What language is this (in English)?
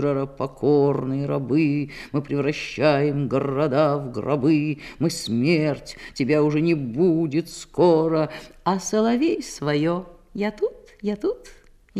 Russian